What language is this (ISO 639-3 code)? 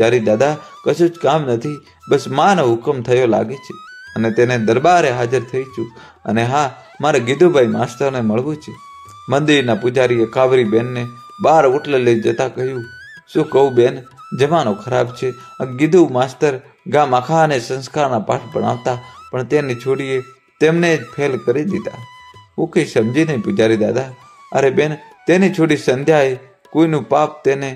guj